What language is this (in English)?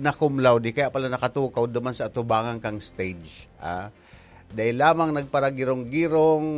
Bikol